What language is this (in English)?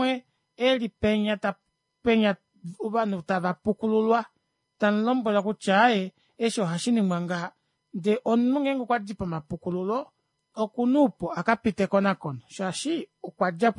Kuanyama